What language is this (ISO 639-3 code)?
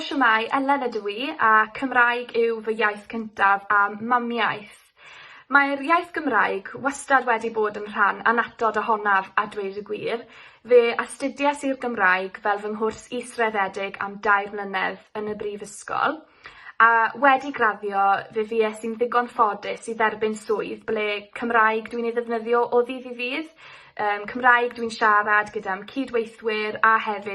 cym